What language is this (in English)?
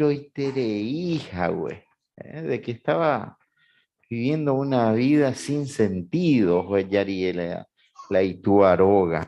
Guarani